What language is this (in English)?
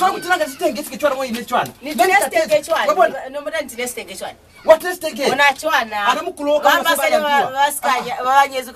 Lozi